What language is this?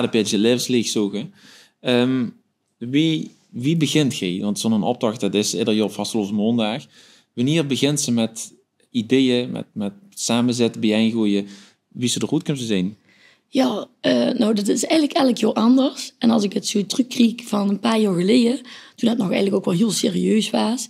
Limburgish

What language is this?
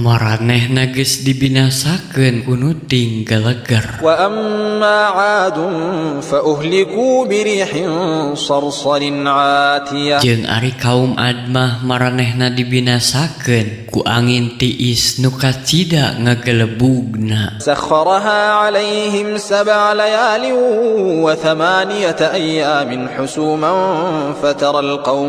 Sundanese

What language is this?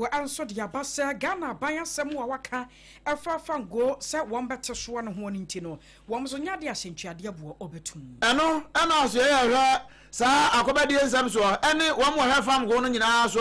Akan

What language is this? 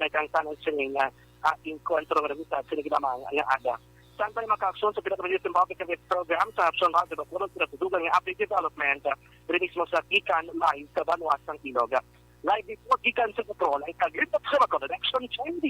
Hiligaynon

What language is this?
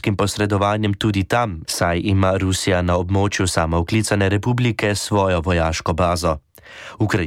Slovenian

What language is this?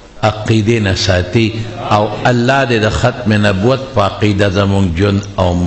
Pashto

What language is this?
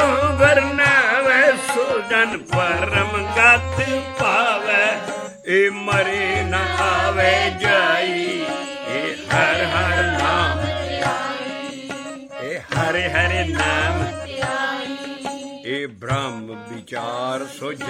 Punjabi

